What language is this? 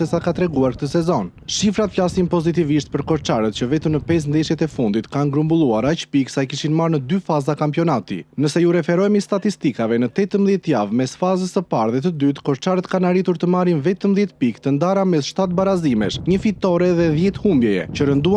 Albanian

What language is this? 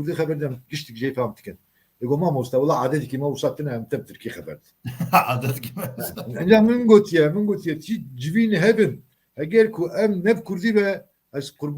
Kurdish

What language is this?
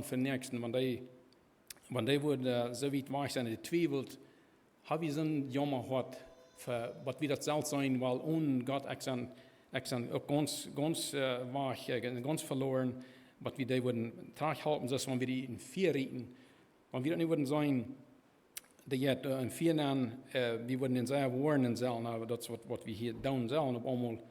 Plautdietsch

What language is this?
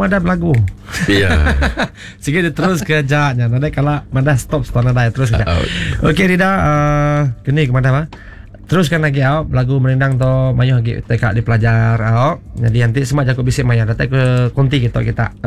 Iban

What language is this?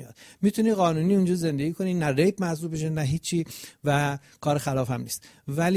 Persian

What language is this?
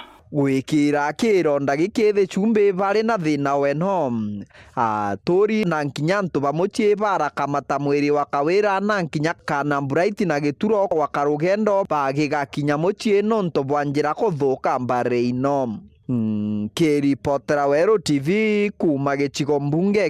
Meru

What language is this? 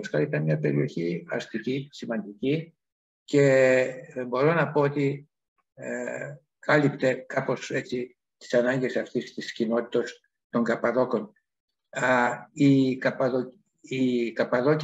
Greek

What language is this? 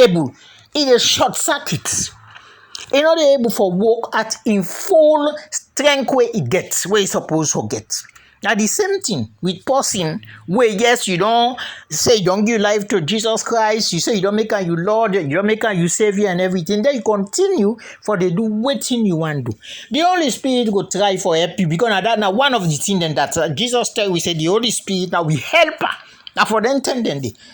Krio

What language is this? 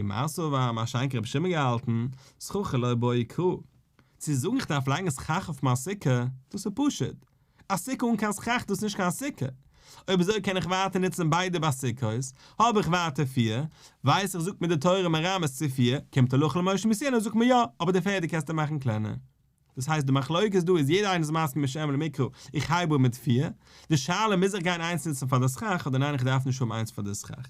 Yiddish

